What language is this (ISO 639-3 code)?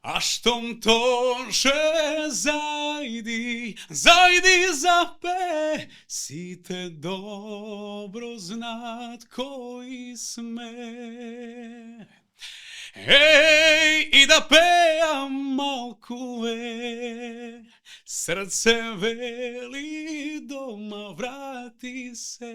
mkd